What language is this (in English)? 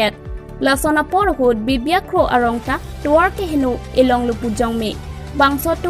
Karbi